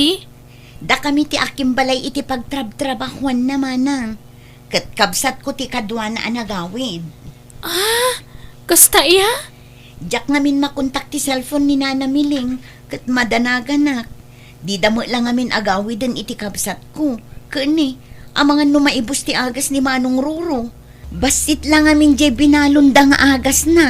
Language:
Iloko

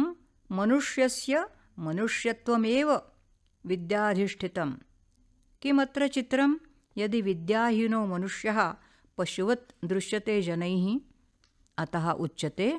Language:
Sanskrit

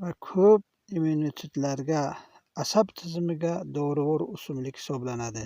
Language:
Uzbek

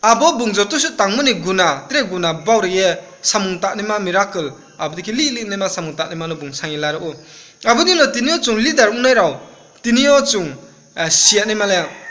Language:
Riang (India)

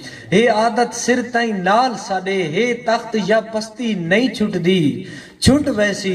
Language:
Saraiki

